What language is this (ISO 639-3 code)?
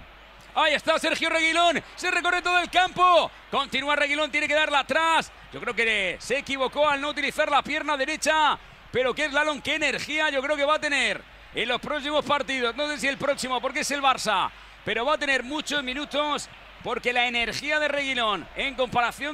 spa